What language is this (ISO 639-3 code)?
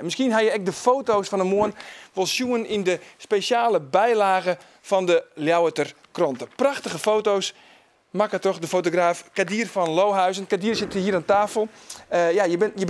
fry